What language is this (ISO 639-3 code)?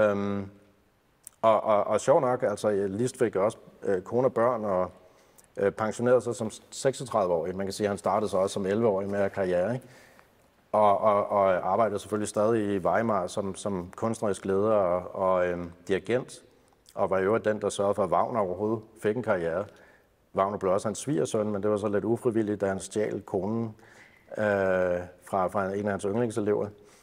dan